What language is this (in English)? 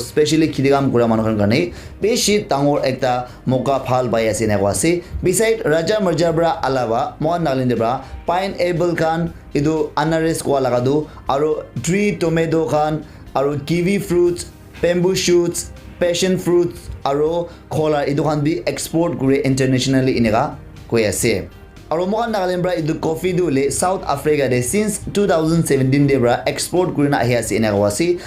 Naga Pidgin